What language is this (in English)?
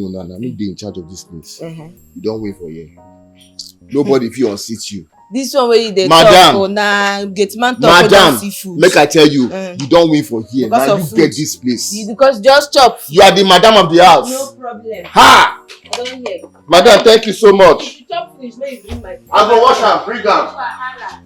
Nigerian Pidgin